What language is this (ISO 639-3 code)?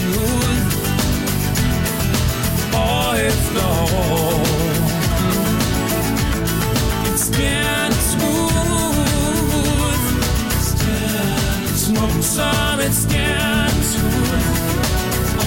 dan